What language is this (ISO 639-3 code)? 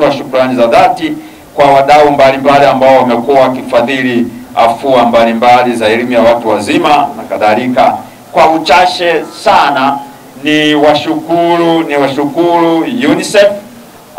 swa